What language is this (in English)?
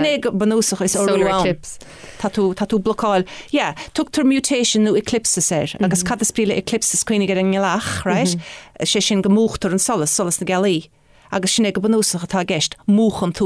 Irish